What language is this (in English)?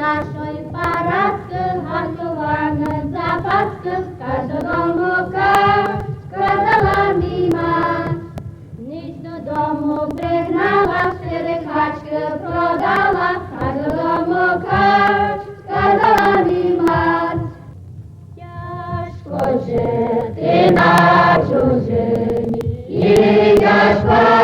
Rusyn